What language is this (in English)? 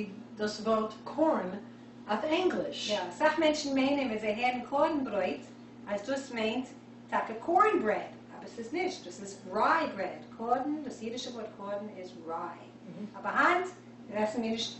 Yiddish